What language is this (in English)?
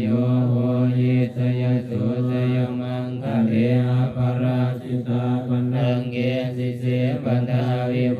Pali